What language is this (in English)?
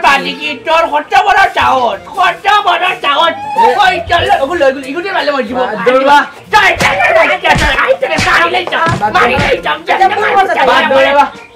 Sylheti